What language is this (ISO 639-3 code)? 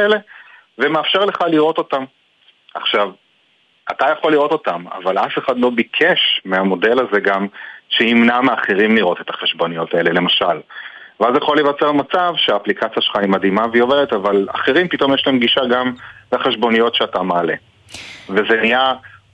heb